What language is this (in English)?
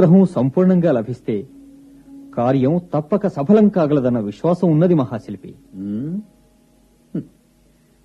Telugu